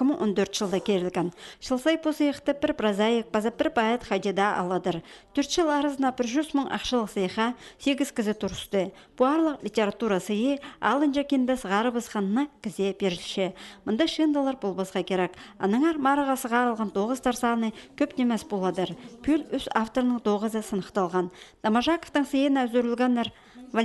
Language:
Khakas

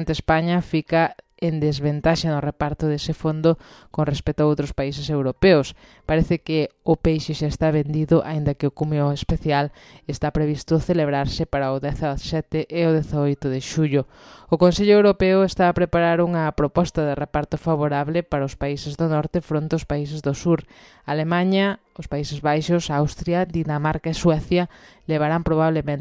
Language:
Galician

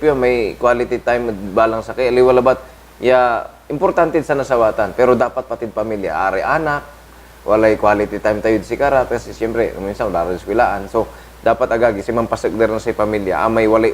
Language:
Pangasinan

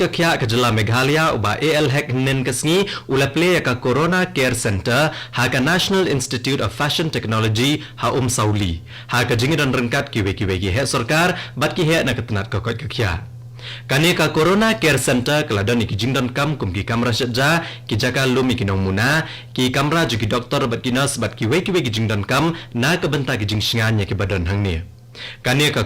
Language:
Khasi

